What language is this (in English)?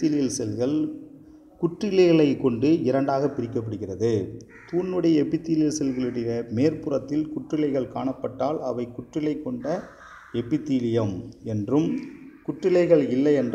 Tamil